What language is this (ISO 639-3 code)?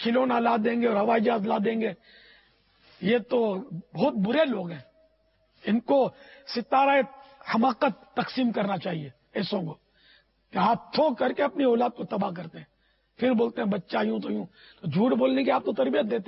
urd